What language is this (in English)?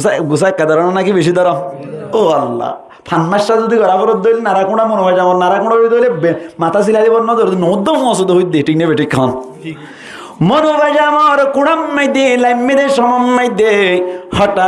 Rohingya